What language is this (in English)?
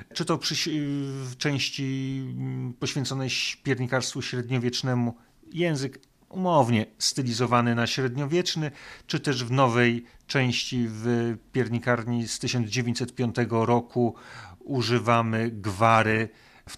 Polish